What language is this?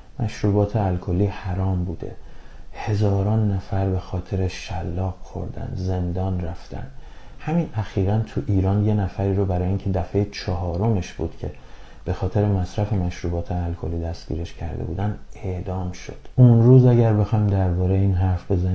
Persian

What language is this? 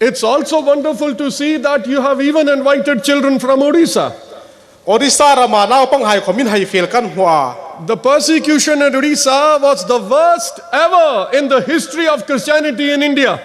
Hmar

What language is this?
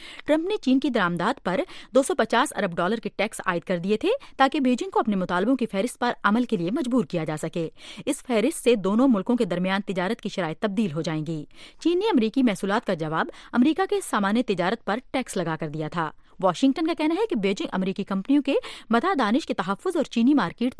Urdu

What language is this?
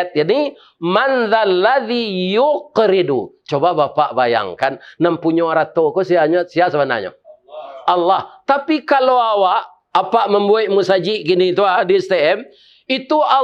Minangkabau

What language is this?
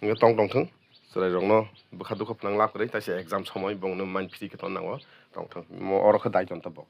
Kok Borok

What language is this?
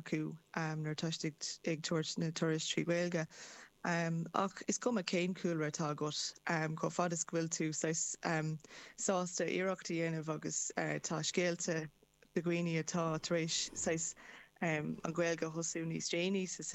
Irish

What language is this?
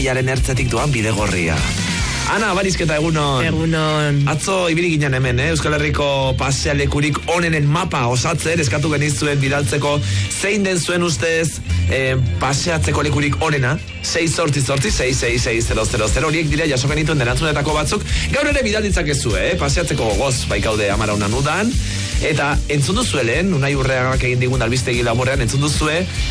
Basque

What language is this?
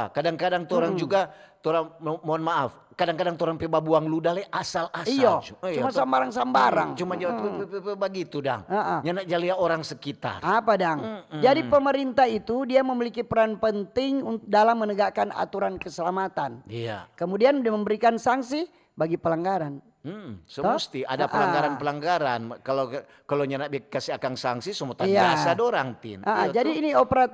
Manado Malay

